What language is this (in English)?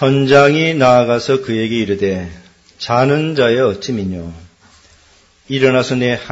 Korean